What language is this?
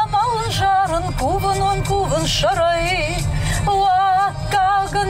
Ossetic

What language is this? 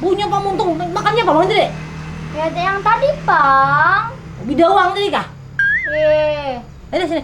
Banjar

